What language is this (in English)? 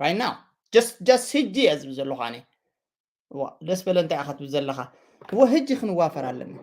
Tigrinya